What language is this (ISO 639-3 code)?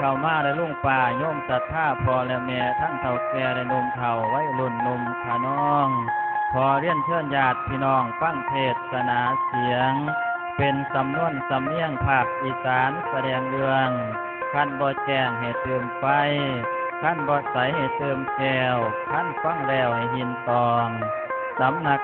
tts